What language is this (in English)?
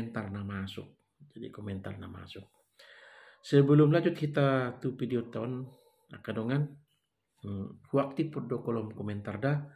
Batak Toba